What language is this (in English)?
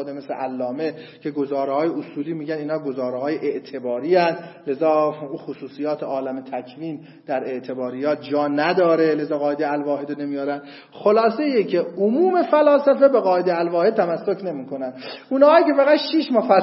Persian